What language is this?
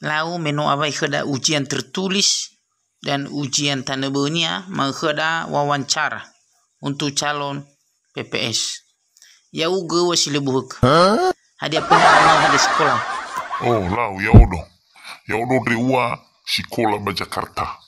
Nias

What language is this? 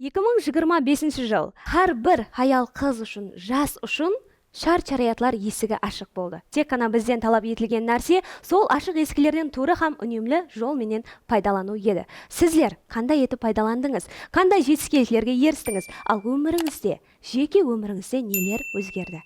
Kara-Kalpak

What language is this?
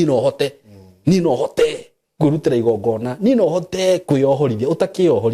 Kikuyu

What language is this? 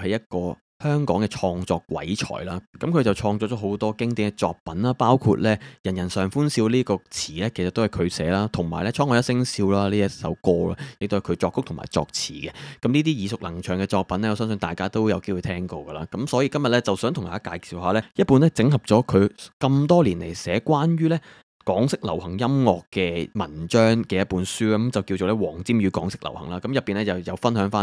Cantonese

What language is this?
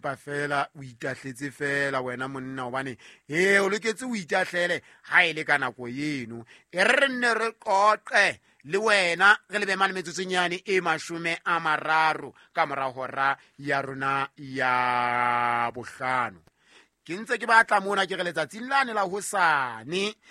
Southern Sotho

